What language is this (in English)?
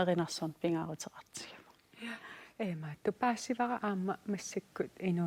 Kalaallisut